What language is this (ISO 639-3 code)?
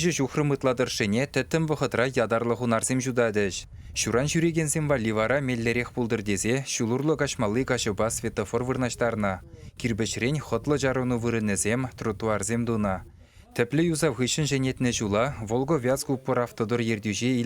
chv